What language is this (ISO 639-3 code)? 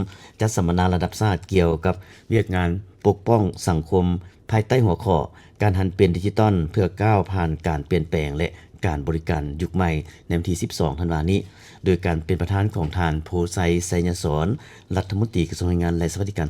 lao